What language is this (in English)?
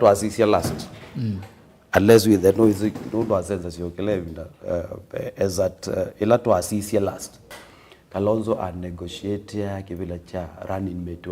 Kamba